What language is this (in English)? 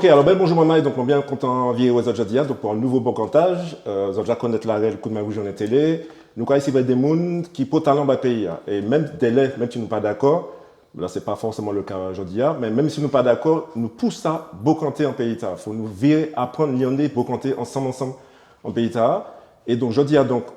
Guadeloupean Creole French